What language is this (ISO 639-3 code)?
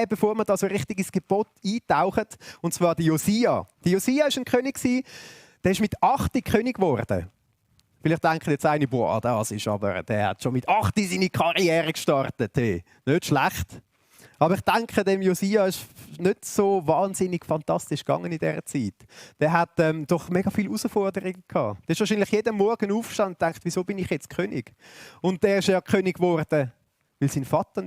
gsw